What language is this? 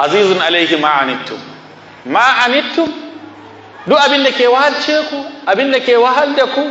Hausa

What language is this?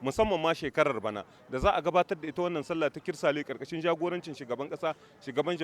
Hausa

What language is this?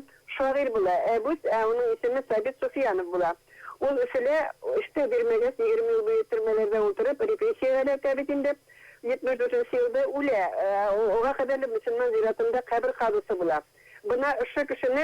Bashkir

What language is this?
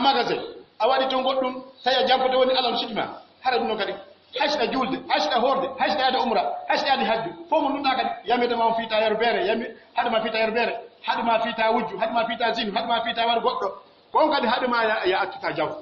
Pular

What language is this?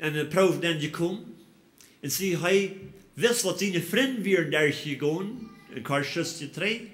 Plautdietsch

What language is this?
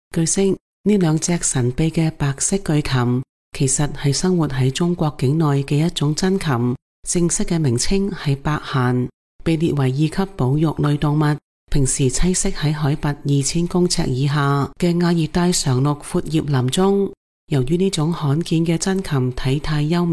Cantonese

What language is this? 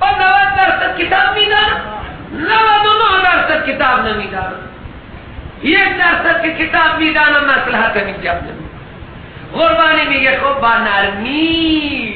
Persian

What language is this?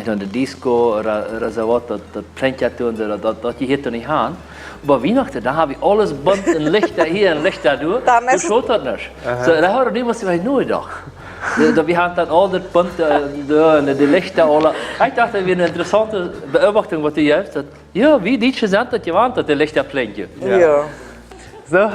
Plautdietsch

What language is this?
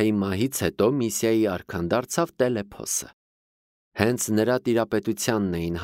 Armenian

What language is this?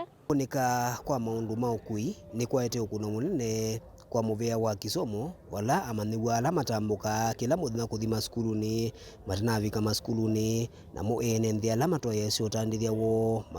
Kamba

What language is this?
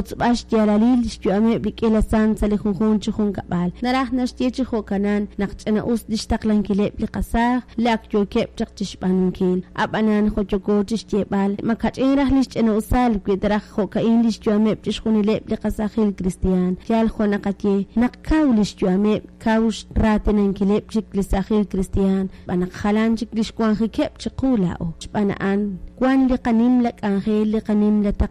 Kekchí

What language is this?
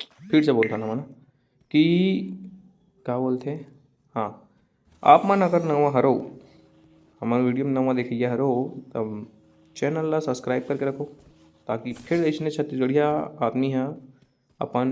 Chhattisgarhi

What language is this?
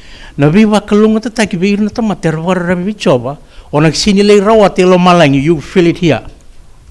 Fijian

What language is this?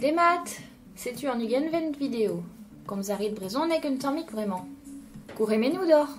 Breton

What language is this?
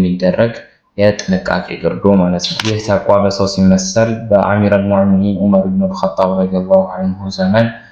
Amharic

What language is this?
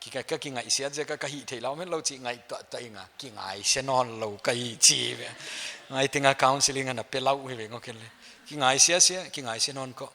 Paite Chin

